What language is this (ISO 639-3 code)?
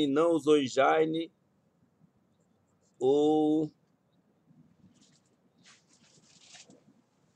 por